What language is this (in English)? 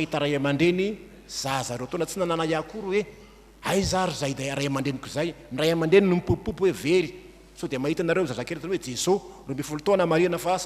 Malagasy